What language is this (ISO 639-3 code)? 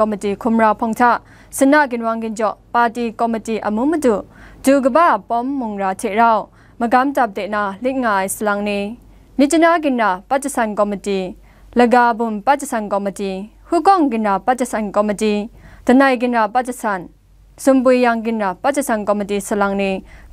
kac